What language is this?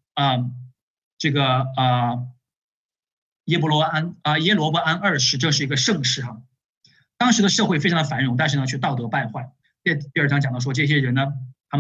Chinese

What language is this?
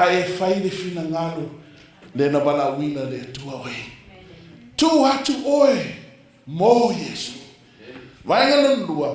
Samoan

